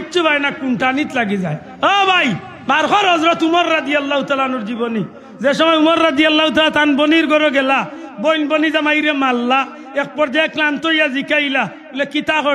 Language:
Sylheti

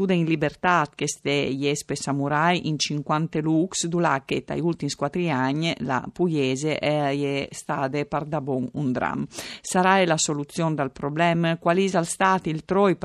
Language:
Friulian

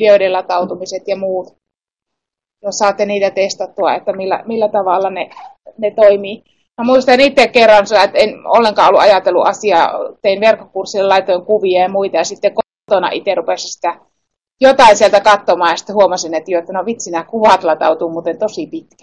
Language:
Finnish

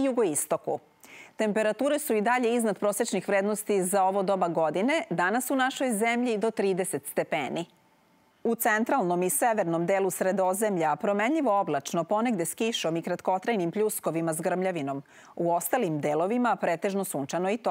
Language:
Serbian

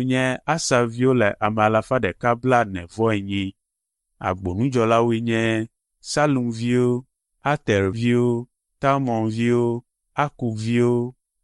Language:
Ewe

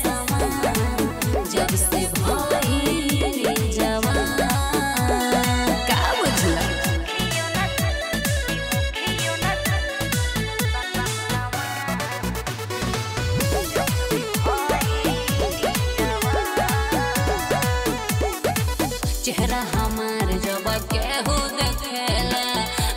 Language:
Bhojpuri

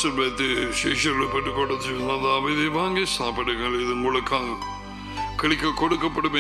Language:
Tamil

